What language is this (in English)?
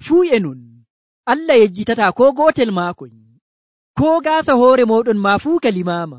Nigerian Fulfulde